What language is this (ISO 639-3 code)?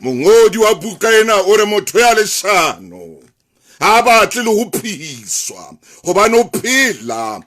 sot